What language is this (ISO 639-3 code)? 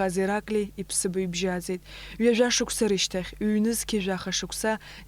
abk